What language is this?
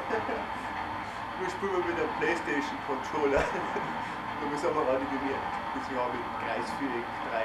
Bavarian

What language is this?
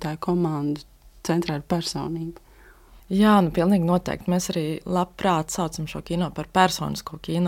Latvian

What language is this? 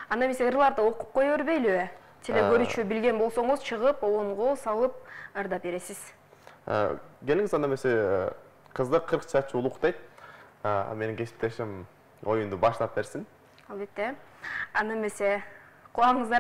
Kyrgyz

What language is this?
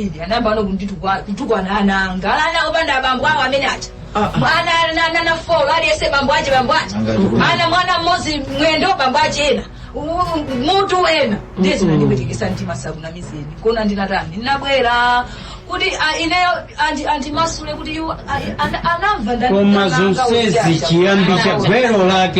Nyanja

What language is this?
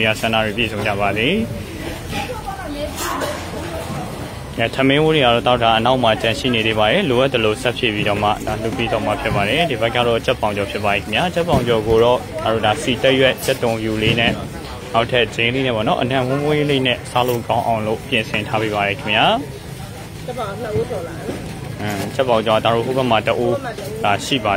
Burmese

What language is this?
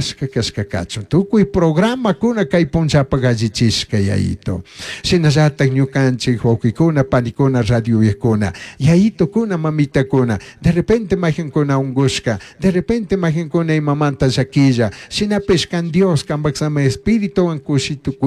Chimborazo Highland Quichua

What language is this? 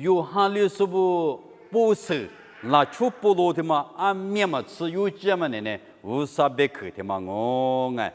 Lisu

